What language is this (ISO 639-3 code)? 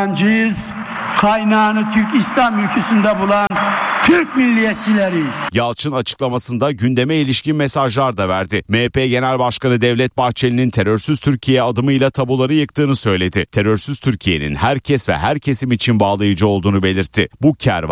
tur